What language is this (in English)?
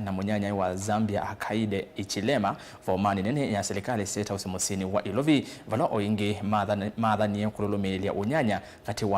Kamba